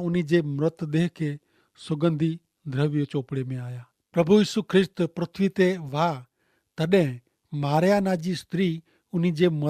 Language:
Kachhi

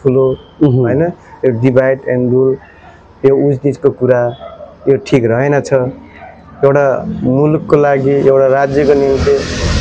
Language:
Nepali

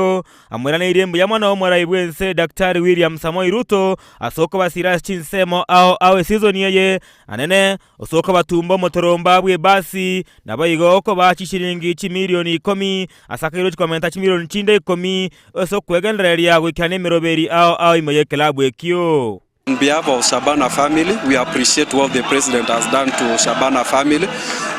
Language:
Gusii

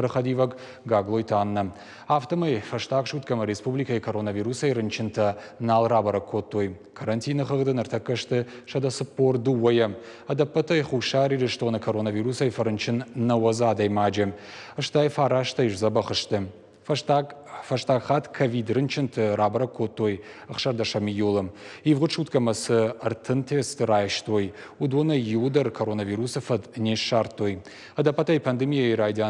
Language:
Ossetic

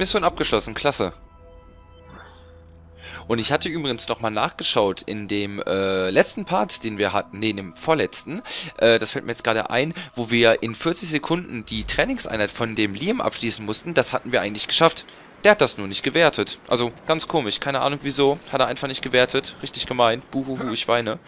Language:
German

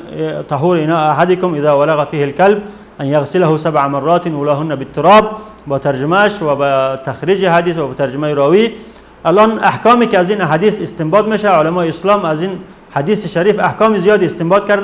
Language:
Persian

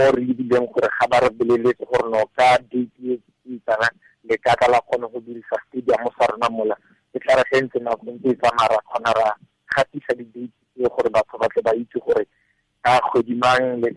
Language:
Tswana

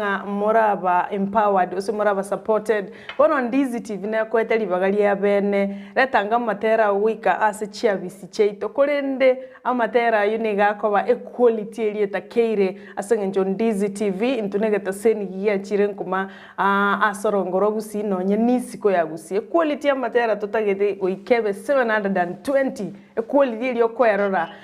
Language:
Gusii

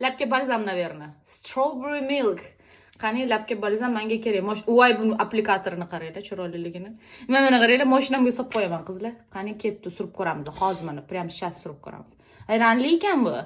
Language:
Uzbek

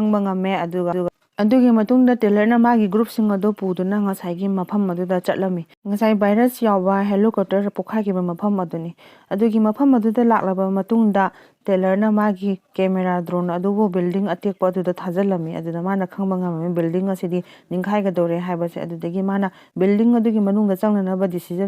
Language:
Manipuri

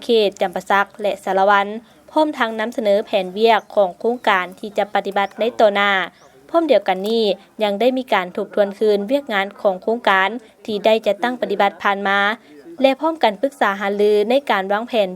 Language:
Lao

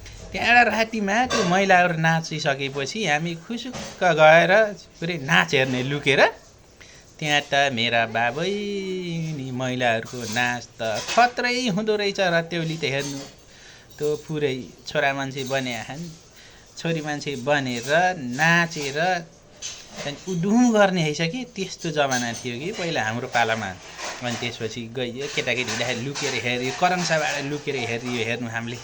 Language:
Nepali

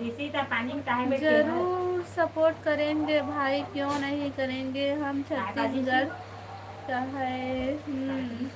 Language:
Chhattisgarhi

